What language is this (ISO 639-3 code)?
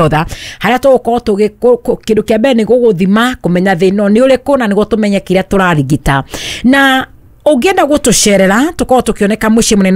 kik